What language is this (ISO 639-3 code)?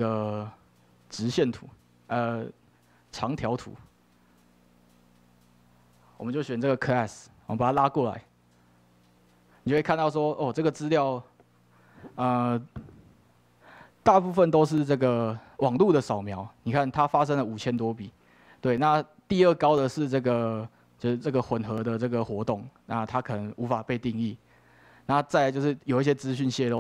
zho